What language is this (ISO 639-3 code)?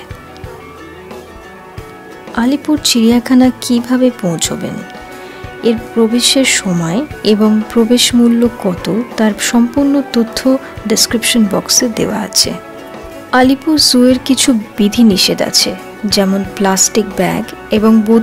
ben